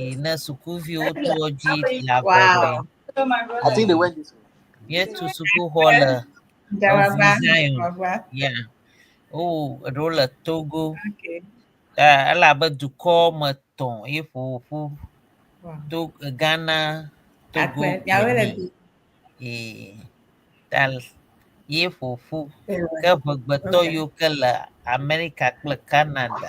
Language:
Ewe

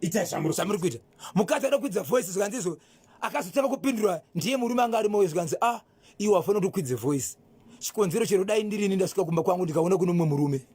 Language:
Shona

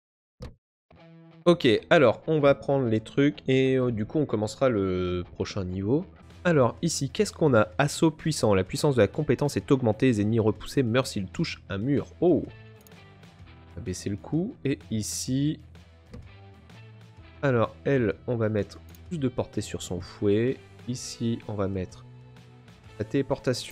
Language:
French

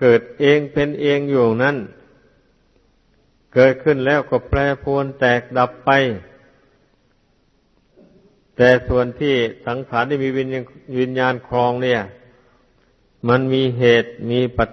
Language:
Thai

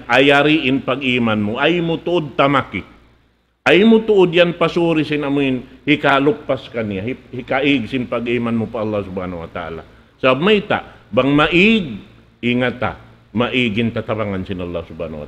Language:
Tausug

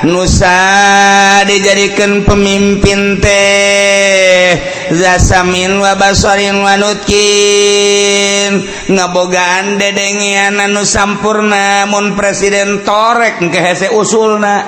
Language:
Sundanese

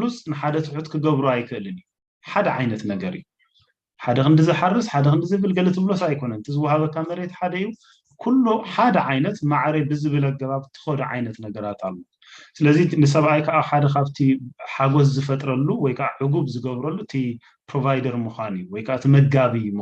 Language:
Tigrinya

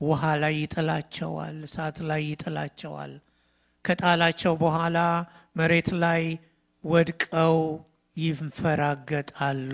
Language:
Amharic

